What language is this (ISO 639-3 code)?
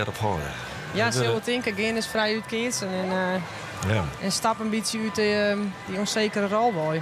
fry